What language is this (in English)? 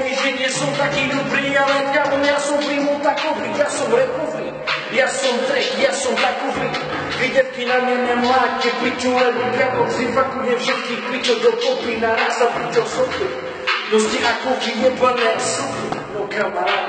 Slovak